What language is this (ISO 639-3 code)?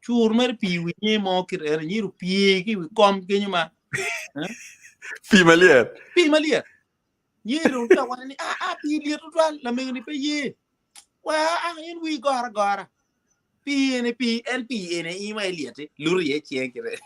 ach